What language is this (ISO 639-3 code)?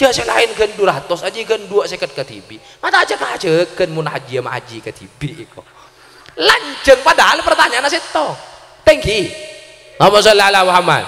mad